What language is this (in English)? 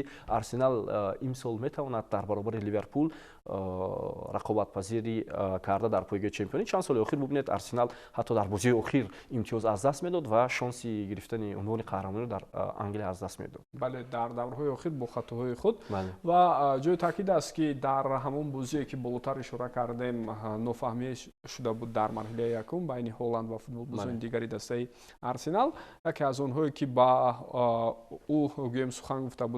Tajik